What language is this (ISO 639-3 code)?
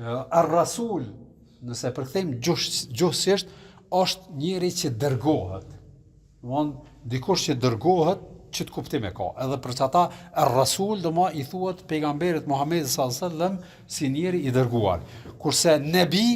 sqi